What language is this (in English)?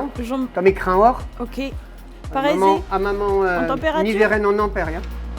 Breton